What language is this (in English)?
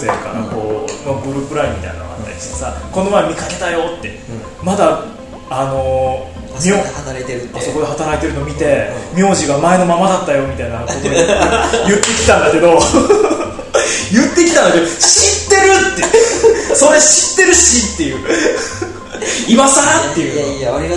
Japanese